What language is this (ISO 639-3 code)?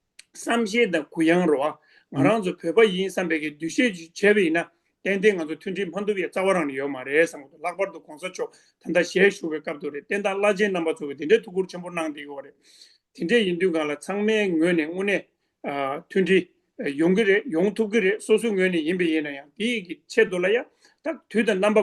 bod